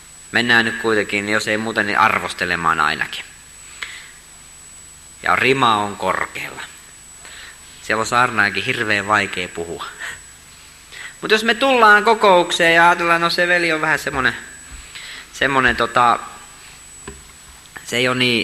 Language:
Finnish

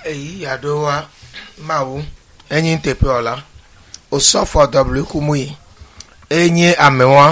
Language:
Ewe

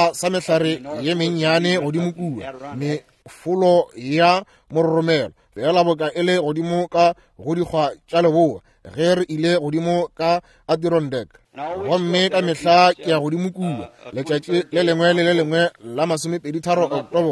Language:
Northern Sotho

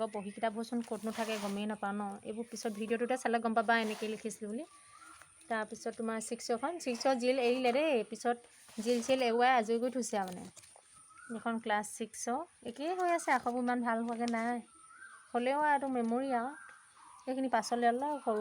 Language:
Assamese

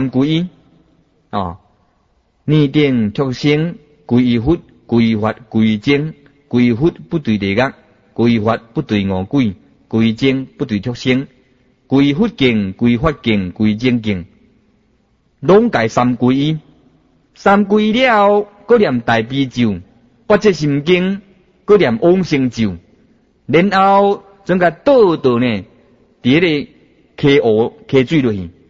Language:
Min Nan Chinese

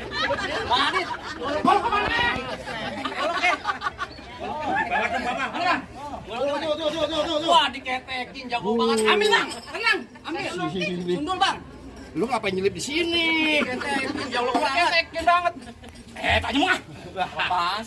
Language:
Betawi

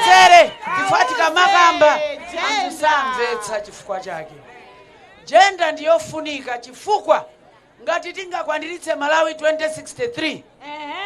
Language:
Nyanja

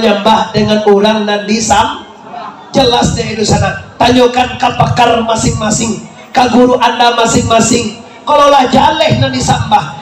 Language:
Minangkabau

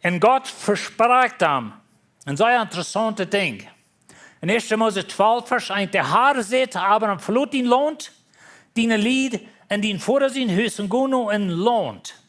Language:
Plautdietsch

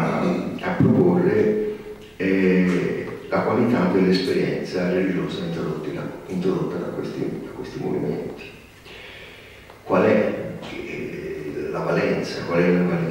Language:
Italian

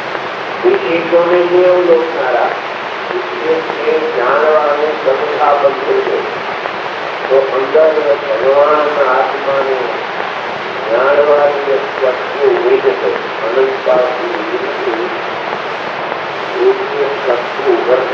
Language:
Gujarati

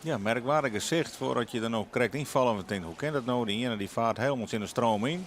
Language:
Western Frisian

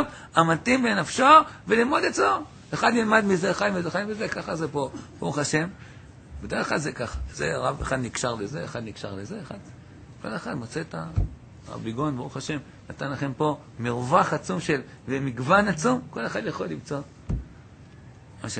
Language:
Hebrew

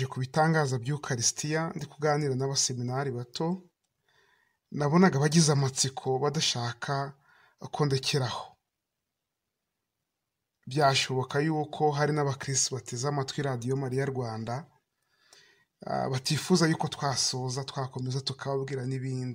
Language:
Kinyarwanda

